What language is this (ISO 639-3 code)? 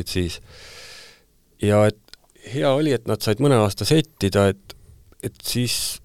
est